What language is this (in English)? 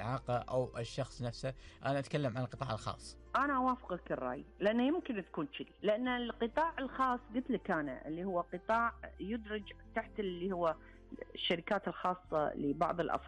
Gulf Arabic